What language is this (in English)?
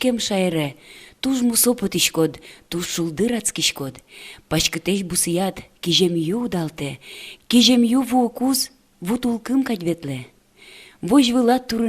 Udmurt